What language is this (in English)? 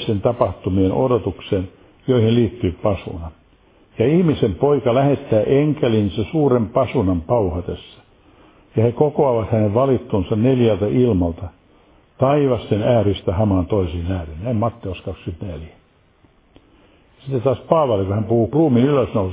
Finnish